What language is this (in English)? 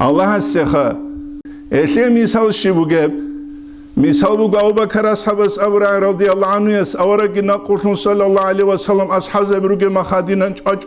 Avaric